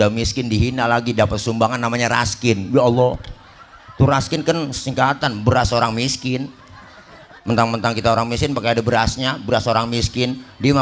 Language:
Betawi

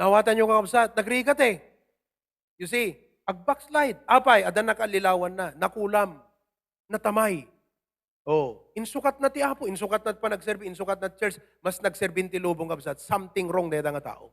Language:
Iloko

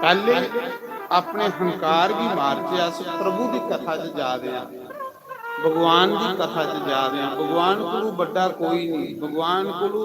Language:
Dogri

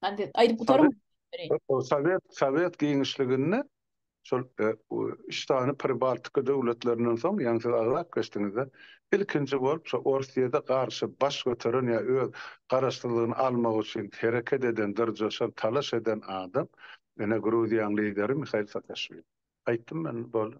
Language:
Turkmen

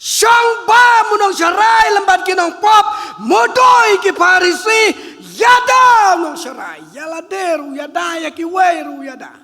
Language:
Khasi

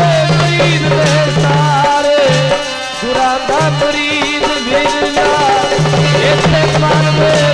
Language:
Punjabi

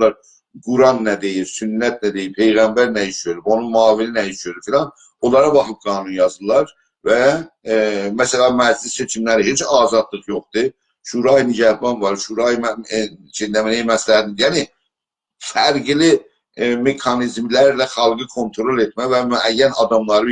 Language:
South Azerbaijani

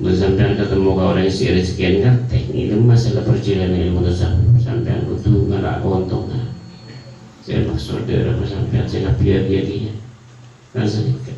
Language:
Madurese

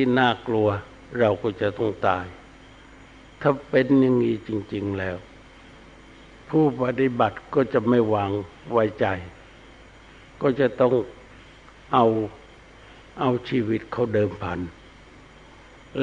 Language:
Thai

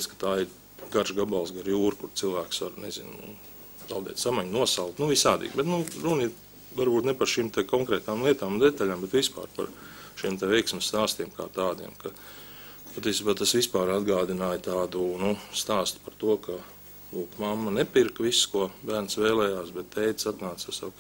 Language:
Latvian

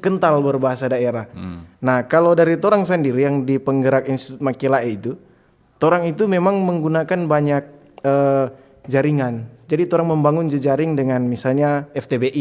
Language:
Manado Malay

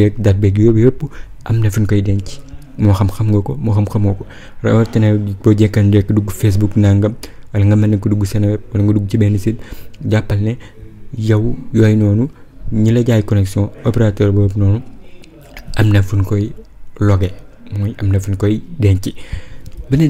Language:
Wolof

